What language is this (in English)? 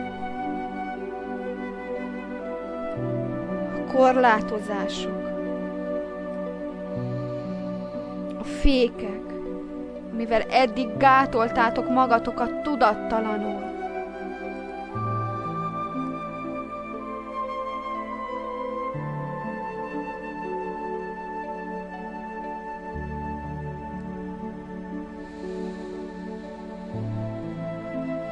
Hungarian